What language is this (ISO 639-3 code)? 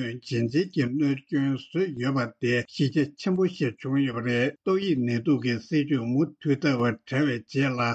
bod